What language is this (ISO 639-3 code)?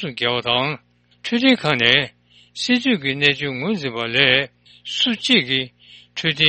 bod